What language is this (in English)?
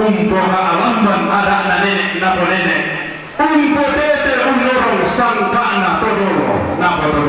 Toraja-Sa'dan